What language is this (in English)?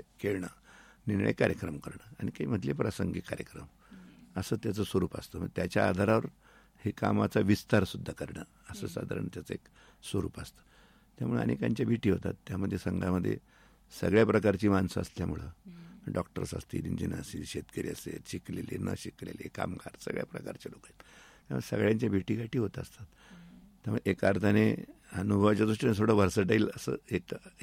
Marathi